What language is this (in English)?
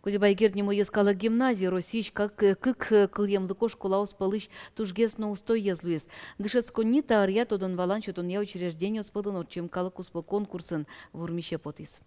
Udmurt